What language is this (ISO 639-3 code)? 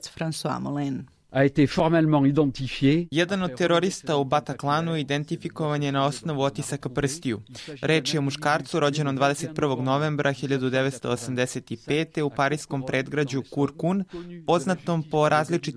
srp